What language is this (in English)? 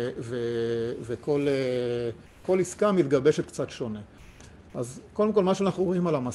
Hebrew